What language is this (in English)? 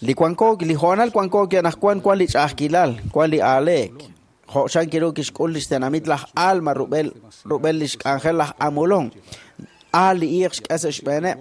Kekchí